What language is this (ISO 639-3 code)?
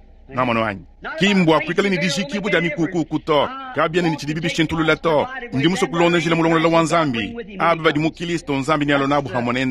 lua